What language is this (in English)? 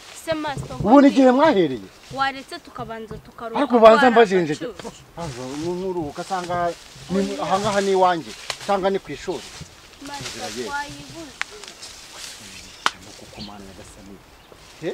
Kinyarwanda